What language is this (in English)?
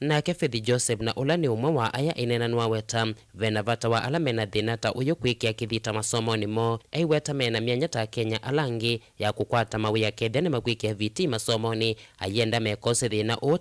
Kamba